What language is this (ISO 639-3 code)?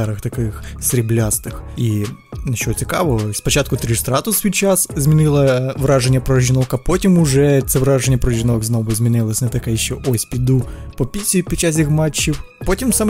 ukr